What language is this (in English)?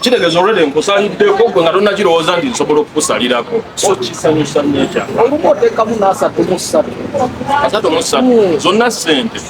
Ganda